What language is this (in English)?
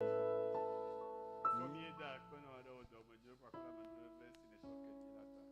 Ewe